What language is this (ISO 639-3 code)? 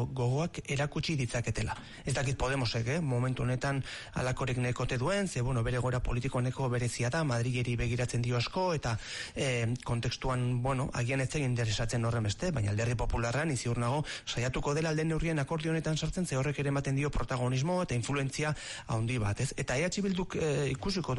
eus